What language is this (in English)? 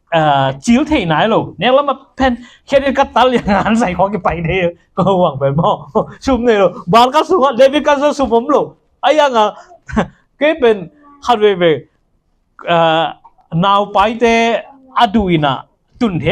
Tedim Chin